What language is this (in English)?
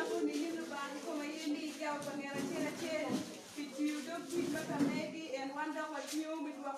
Acoli